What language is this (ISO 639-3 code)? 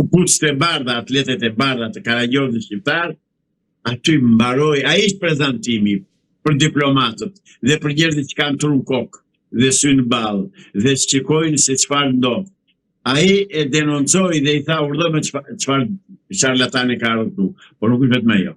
sqi